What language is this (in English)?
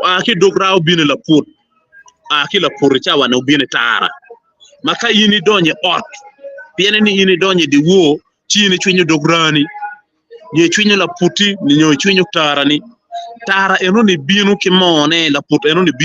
Acoli